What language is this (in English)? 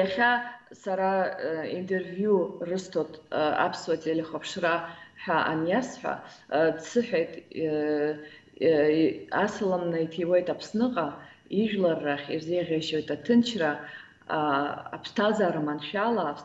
Abkhazian